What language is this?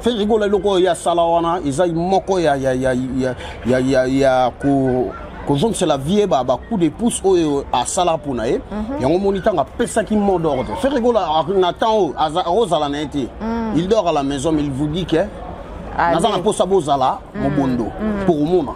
Lingala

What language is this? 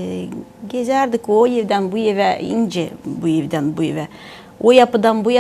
Gagauz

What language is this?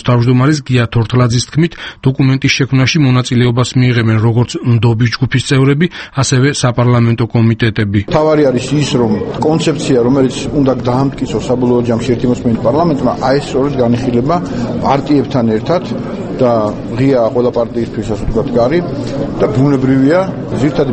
Georgian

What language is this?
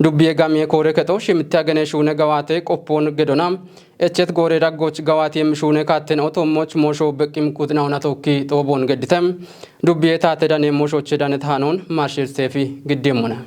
Kafa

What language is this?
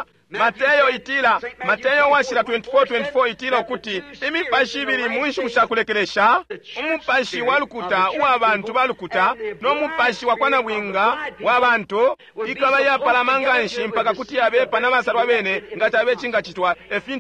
Bemba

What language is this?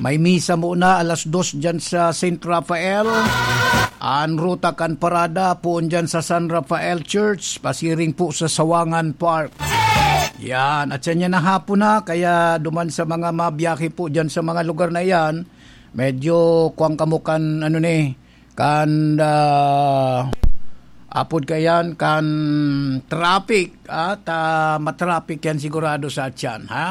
Bikol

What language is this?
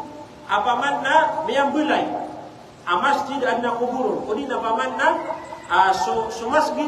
Maranao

